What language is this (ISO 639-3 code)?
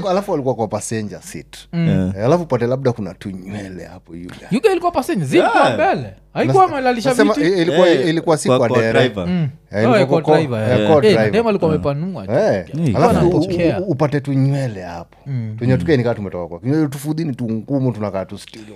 swa